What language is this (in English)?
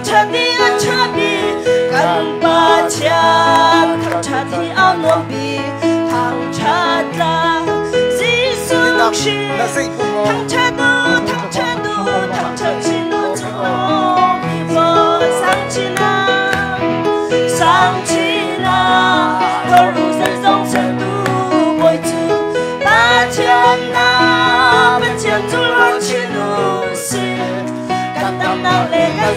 Hakha Chin